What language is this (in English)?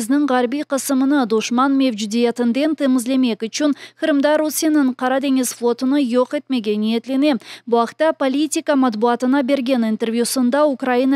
Crimean Tatar